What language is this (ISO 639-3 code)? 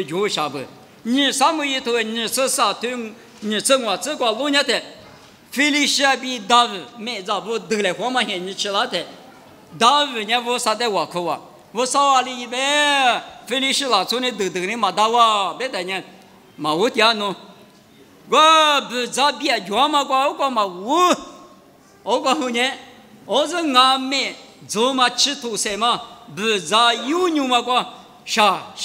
lis